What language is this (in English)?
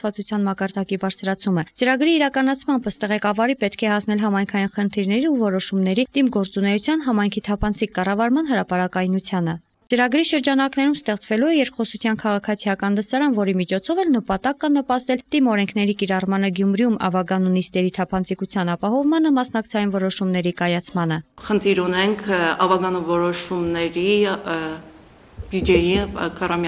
Armenian